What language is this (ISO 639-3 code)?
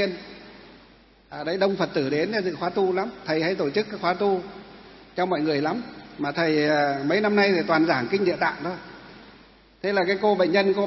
vie